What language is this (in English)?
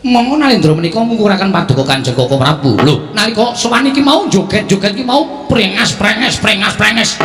Javanese